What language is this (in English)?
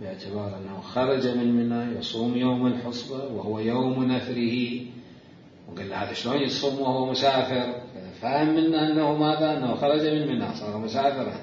Mesopotamian Arabic